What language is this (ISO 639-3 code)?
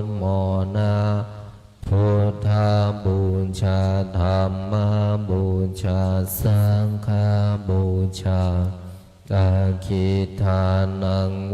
pli